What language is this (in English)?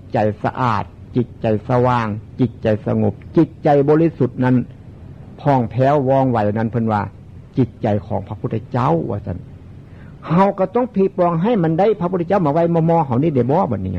Northeastern Thai